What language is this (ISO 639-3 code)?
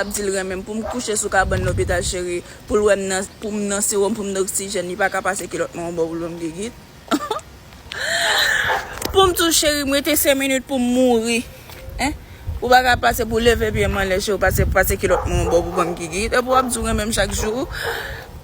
hat